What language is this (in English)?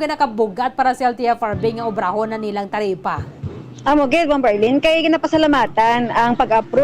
Hiligaynon